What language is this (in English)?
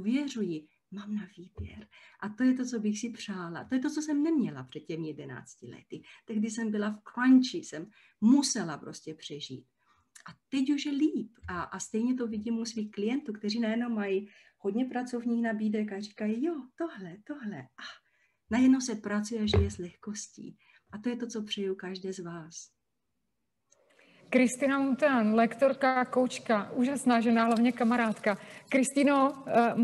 Czech